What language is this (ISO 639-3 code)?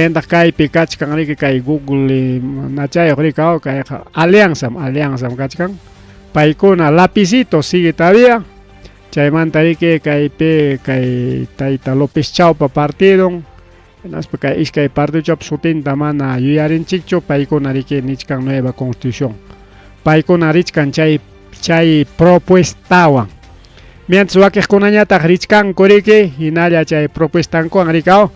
quy